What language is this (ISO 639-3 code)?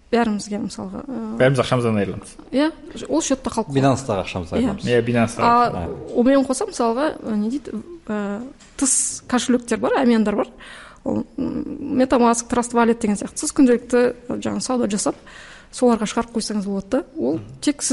kaz